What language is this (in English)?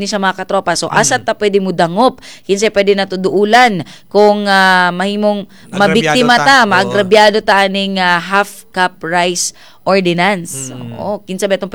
Cebuano